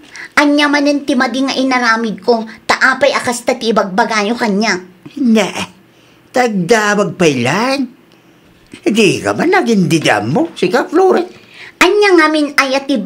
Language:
Iloko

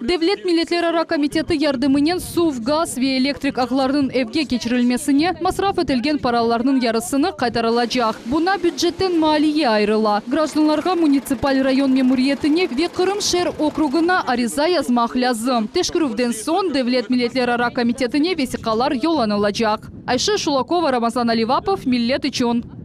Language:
Crimean Tatar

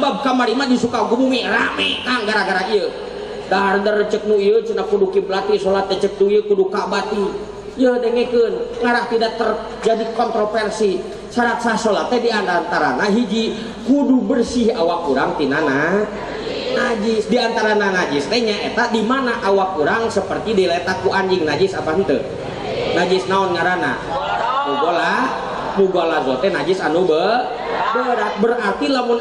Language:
Sundanese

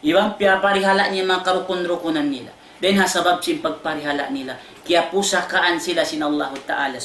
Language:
Tausug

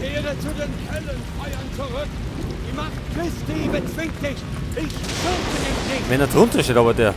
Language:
Bavarian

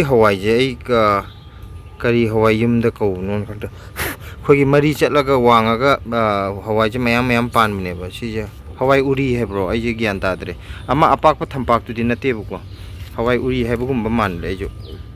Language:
Manipuri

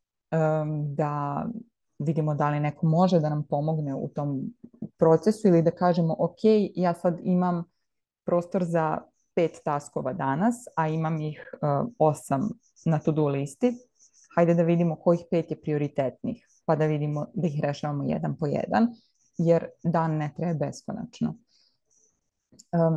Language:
Serbian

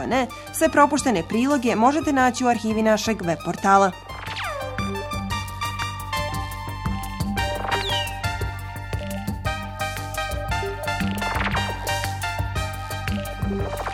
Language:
Bosnian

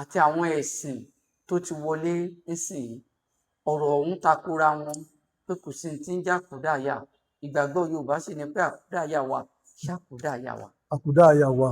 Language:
Yoruba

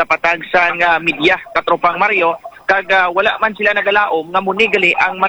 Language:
Hiligaynon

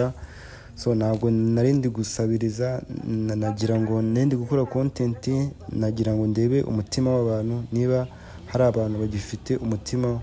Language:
Kinyarwanda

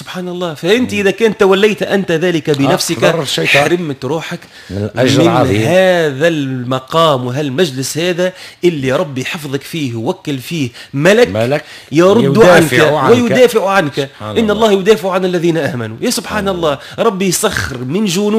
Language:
Tunisian Arabic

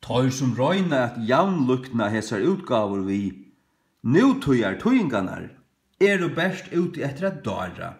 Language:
Faroese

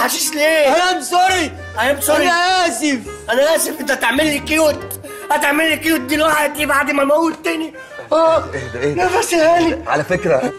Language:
Egyptian Arabic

